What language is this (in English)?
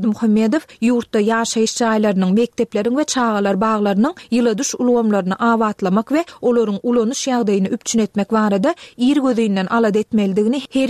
Turkmen